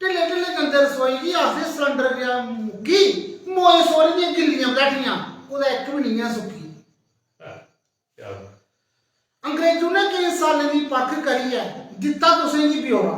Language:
Dogri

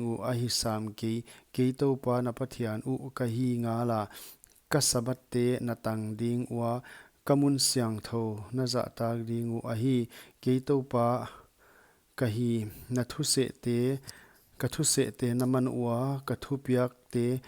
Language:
Paite Chin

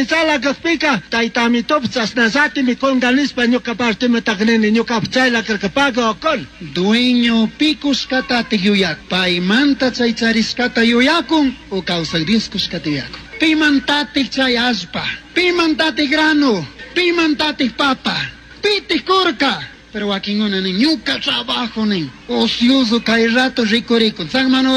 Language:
Chimborazo Highland Quichua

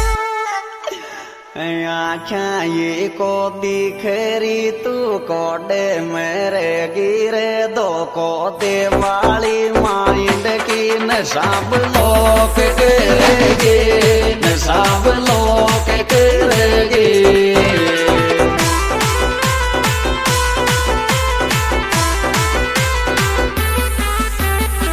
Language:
Hindi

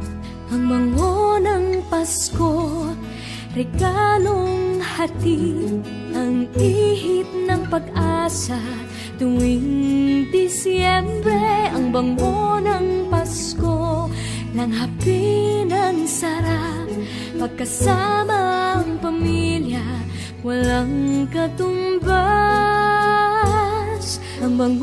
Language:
Filipino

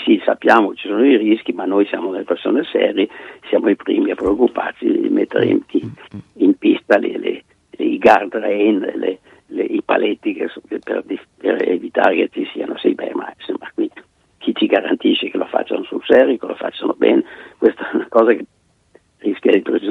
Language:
Italian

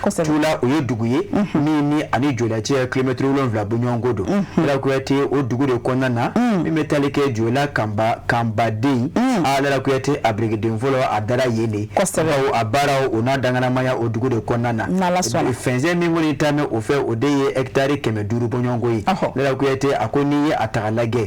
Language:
Bambara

